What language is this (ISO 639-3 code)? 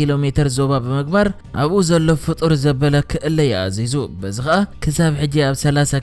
tir